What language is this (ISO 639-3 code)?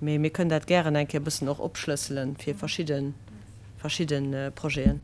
ltz